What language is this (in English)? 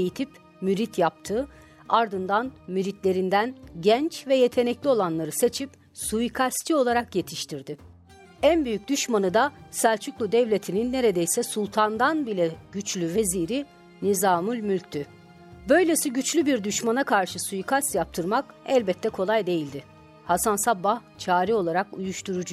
Turkish